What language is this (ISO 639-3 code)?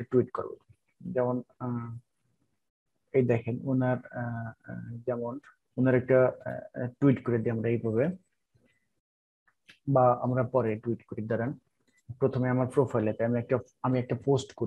ben